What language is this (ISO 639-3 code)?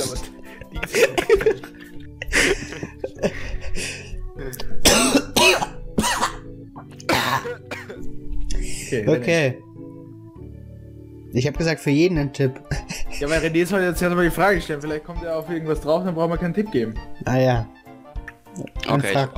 deu